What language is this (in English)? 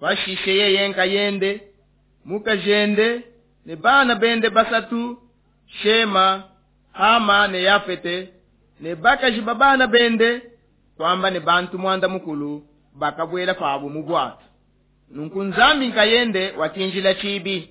Luba-Lulua